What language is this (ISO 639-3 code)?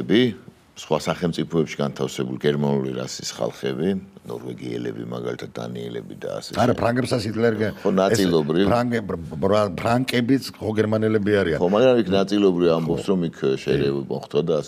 kat